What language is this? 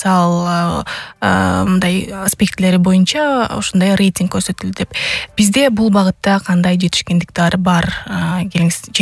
Kyrgyz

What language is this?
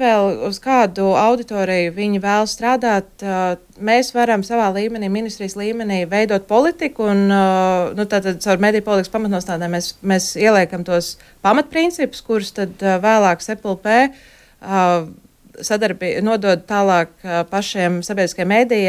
Latvian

